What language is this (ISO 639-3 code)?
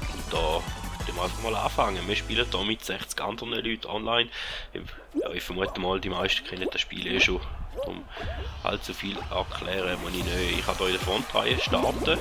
gsw